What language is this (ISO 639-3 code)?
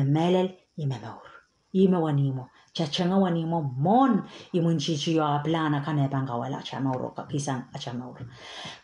pon